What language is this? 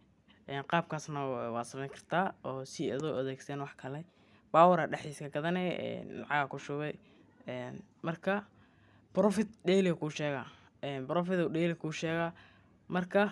Somali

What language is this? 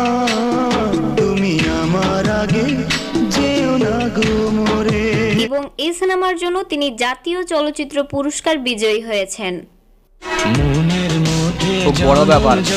Bangla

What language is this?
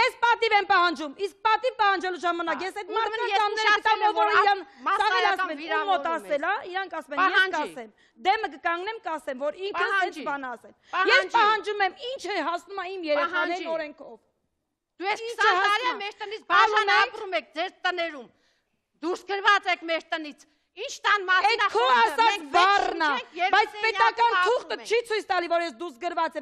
Armenian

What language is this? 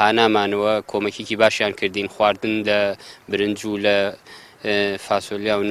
Central Kurdish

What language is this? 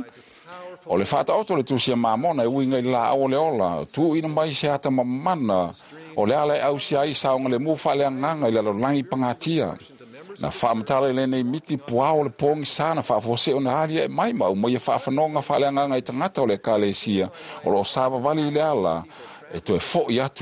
Samoan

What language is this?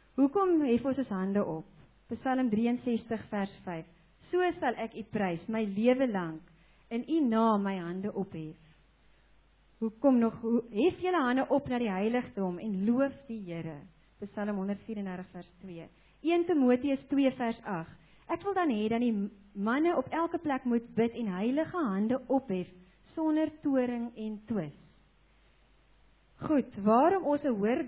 Afrikaans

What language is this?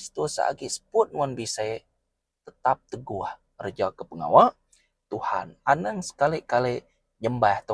Iban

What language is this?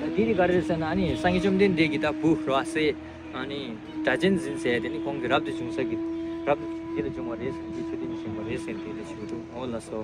Tibetan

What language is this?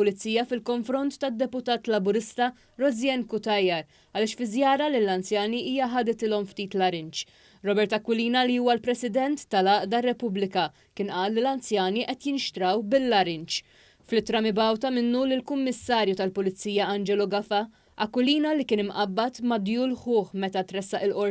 Maltese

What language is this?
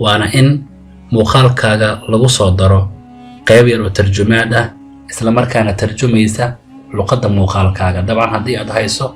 Somali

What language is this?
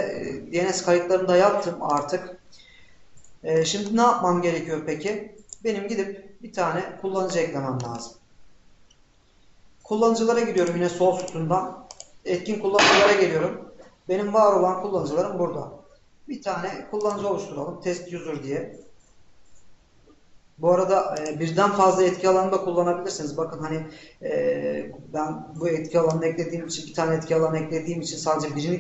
Turkish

